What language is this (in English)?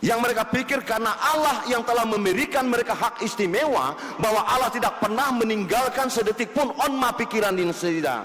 Batak Toba